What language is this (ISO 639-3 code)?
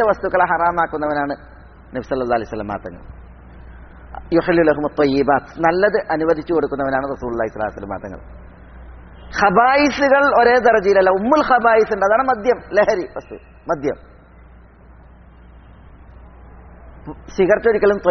mal